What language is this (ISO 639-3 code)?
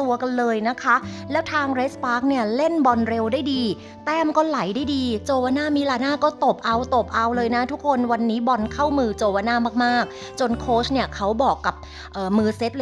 tha